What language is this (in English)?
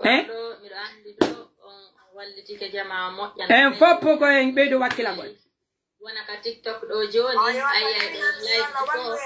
Pular